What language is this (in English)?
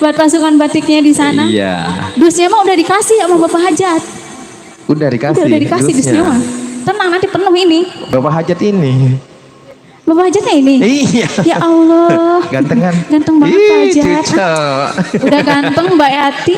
Betawi